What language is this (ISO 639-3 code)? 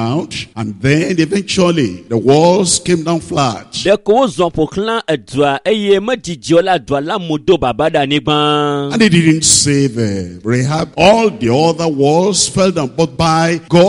ewe